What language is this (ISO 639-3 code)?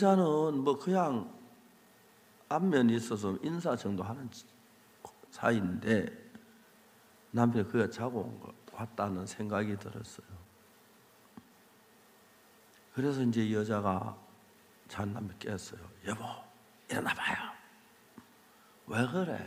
kor